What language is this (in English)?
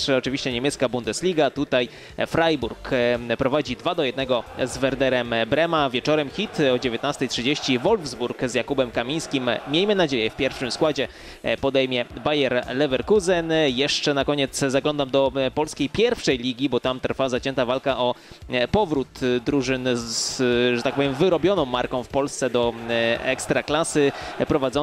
Polish